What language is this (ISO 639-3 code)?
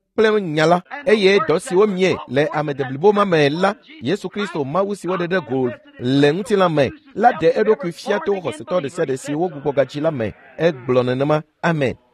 ewe